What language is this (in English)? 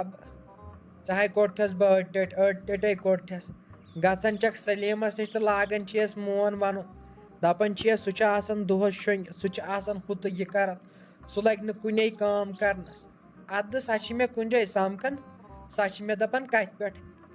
Kashmiri